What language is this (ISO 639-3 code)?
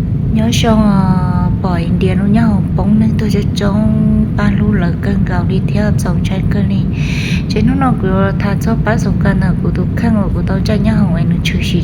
hmn